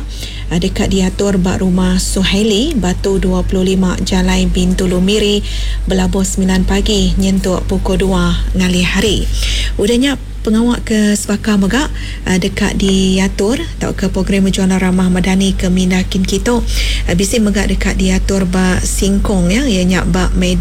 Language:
Iban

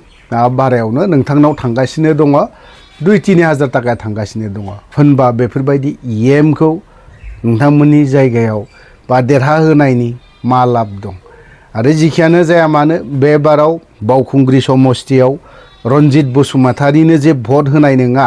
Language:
Bodo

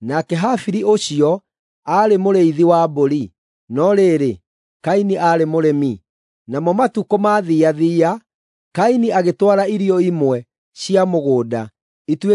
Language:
Kikuyu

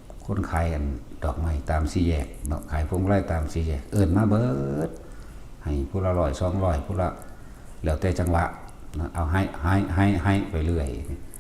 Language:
Northeastern Thai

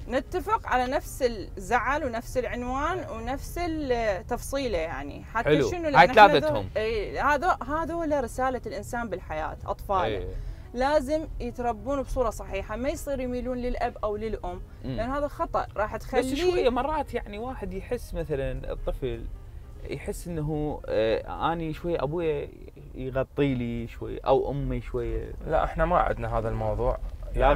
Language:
Mesopotamian Arabic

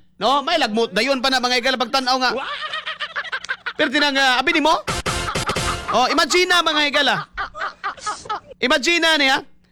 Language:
Cebuano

